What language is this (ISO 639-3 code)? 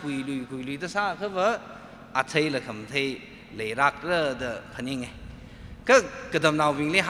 nmf